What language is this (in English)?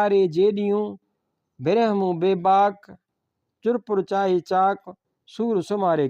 Sindhi